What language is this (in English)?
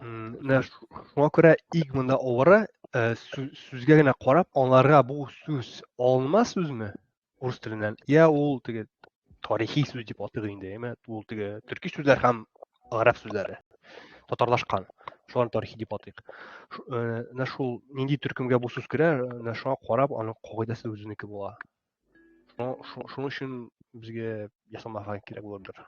Tatar